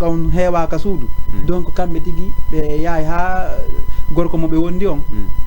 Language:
Fula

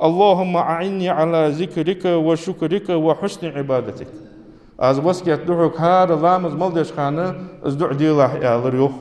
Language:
Ingush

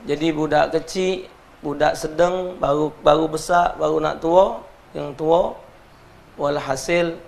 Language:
Musi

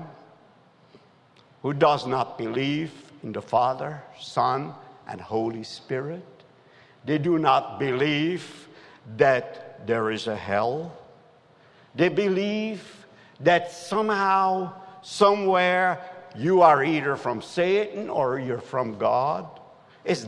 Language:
English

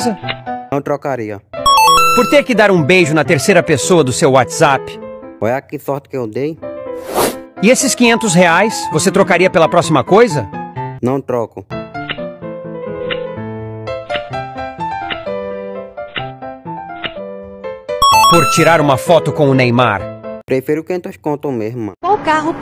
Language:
Portuguese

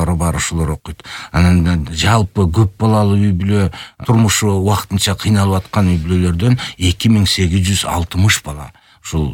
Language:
Kyrgyz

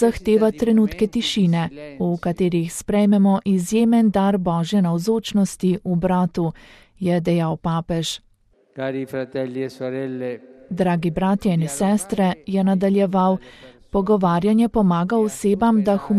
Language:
Slovenian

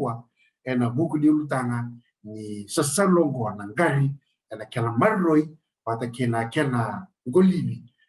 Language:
Fijian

